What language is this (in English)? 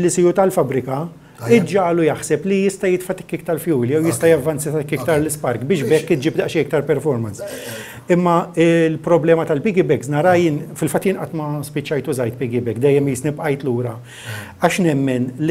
Maltese